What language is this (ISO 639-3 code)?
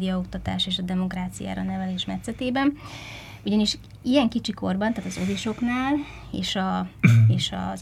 hun